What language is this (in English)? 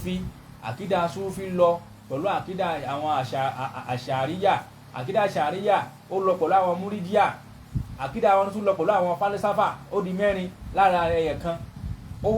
Yoruba